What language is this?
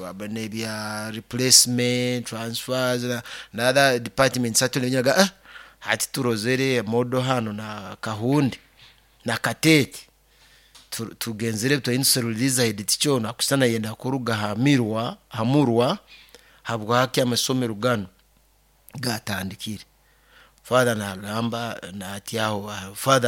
Nyoro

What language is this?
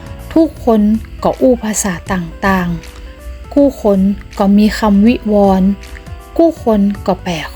Northern Thai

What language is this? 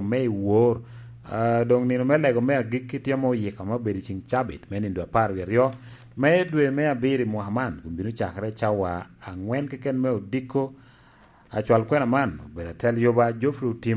Lango (Uganda)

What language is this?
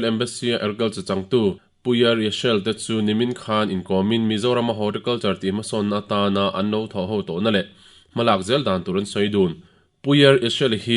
Mizo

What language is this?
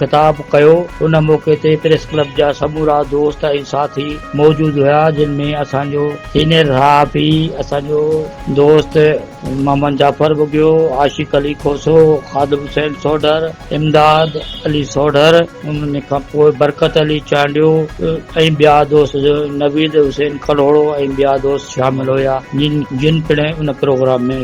Sindhi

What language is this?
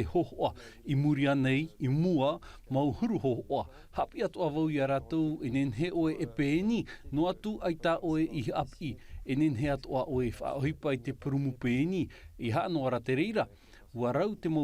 Tahitian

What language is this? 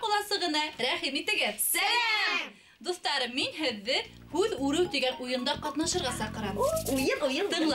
Bashkir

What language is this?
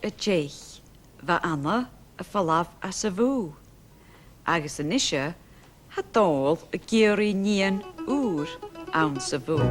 Scottish Gaelic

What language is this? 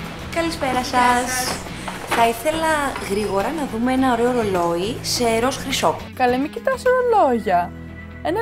Greek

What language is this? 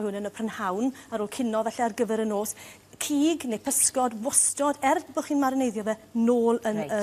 Welsh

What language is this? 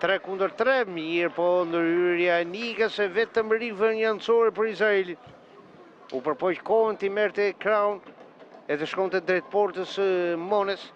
Albanian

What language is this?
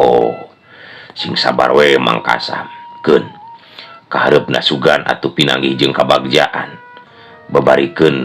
Sundanese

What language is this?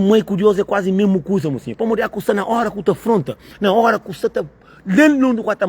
Kabuverdianu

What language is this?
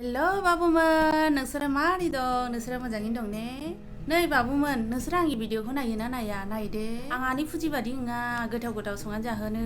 Bodo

